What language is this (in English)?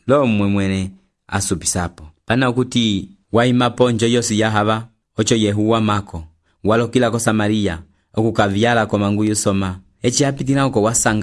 Umbundu